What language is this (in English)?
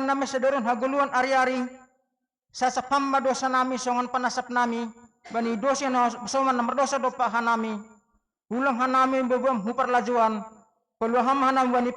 Batak Simalungun